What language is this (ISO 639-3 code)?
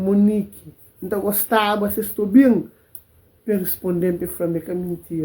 kea